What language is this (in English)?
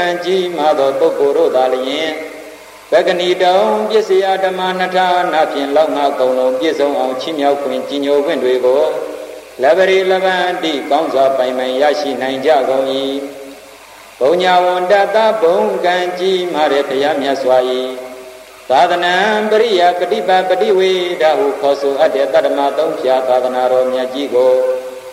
Burmese